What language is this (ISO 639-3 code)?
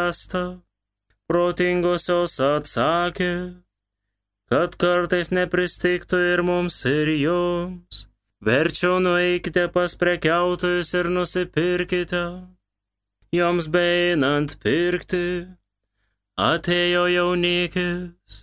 lit